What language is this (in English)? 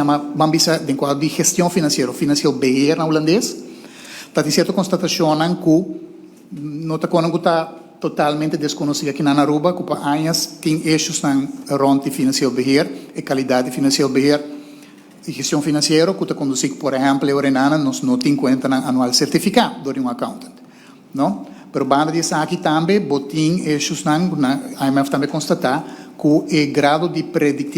Papiamento